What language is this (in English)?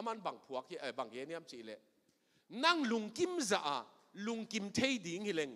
Tedim Chin